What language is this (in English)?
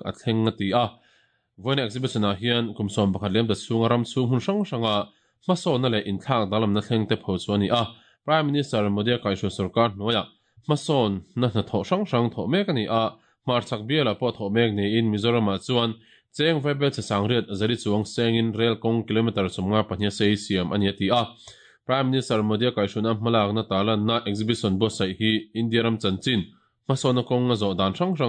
Mizo